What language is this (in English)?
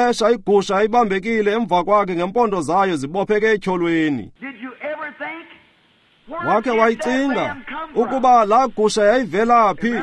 Xhosa